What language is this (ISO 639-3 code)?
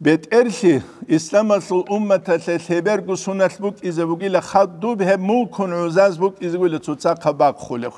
ava